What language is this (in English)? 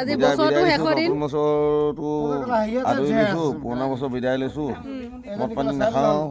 Assamese